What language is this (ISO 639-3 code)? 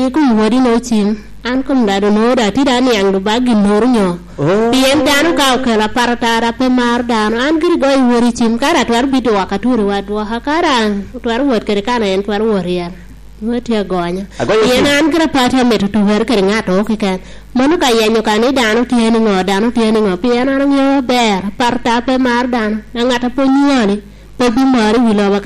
laj